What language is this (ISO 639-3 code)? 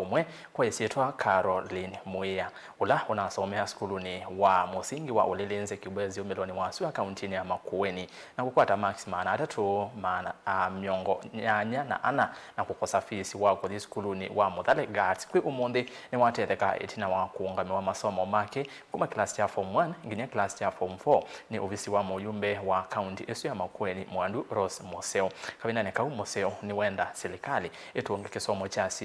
kam